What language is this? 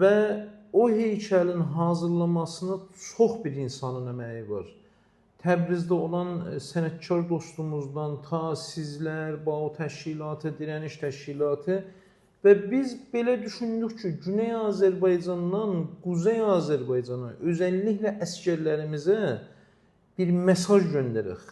Azerbaijani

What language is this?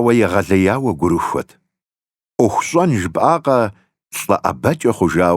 Kabardian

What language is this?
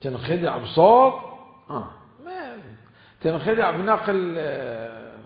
Mesopotamian Arabic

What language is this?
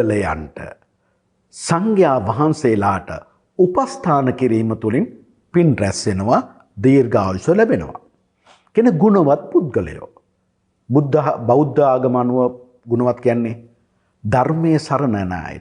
Sinhala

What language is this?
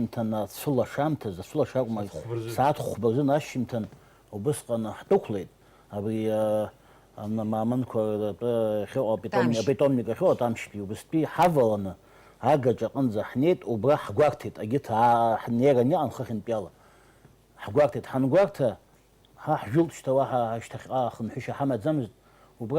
Abkhazian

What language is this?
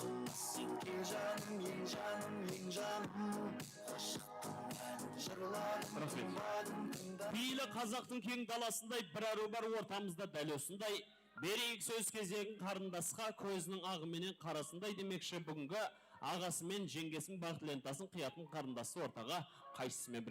Kara-Kalpak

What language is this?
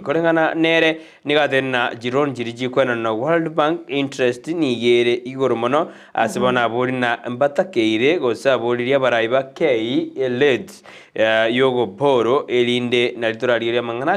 Gusii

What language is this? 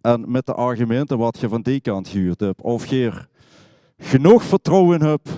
Limburgish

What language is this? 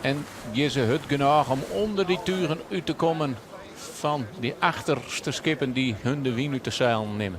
Western Frisian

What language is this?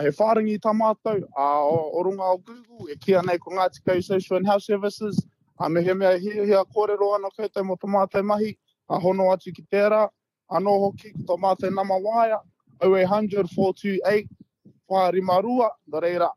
Māori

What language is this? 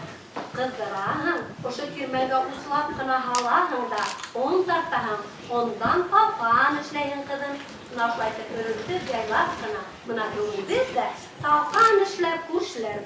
Bashkir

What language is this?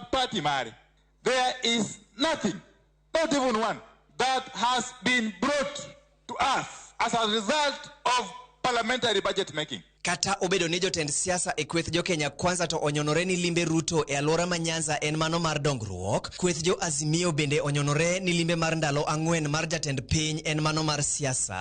Luo (Kenya and Tanzania)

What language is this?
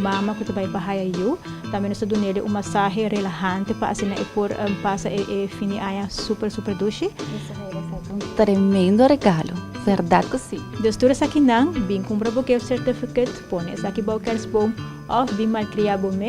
Papiamento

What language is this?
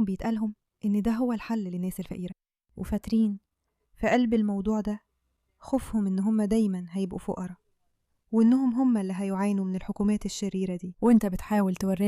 Egyptian Arabic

